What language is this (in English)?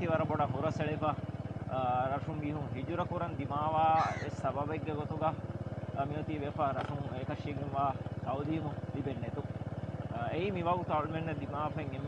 Divehi